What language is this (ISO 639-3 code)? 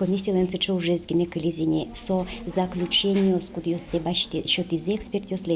udm